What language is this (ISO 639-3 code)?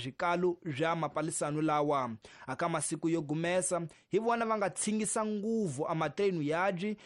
tso